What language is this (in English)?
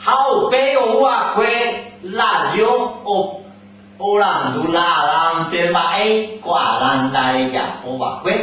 Guarani